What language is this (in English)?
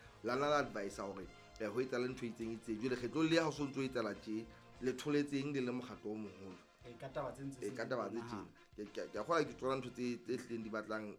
Southern Sotho